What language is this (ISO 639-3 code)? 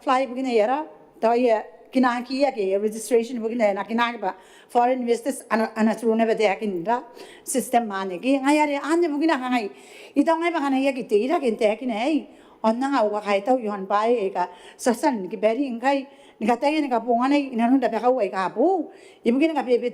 gil